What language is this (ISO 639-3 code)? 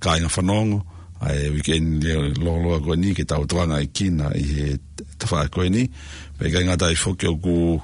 ton